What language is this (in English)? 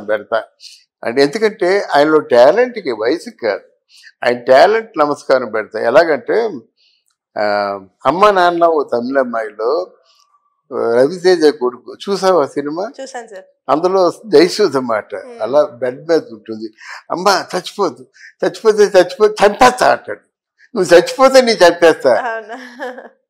Telugu